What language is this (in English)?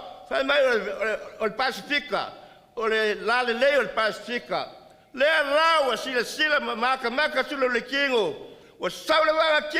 Samoan